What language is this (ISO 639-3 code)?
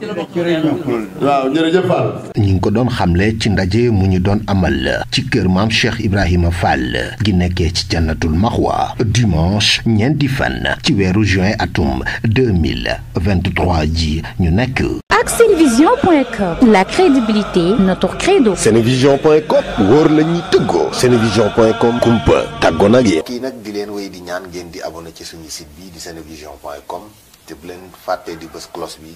wol